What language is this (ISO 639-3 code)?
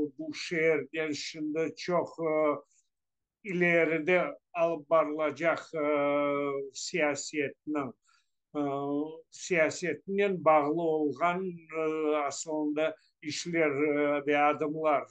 crh